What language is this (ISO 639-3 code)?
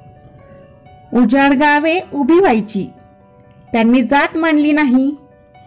mar